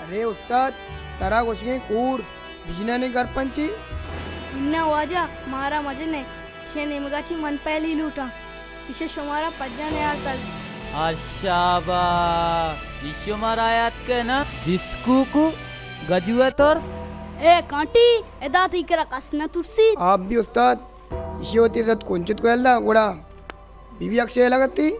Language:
Baluchi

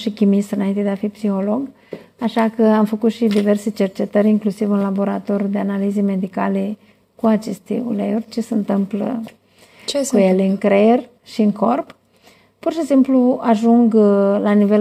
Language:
Romanian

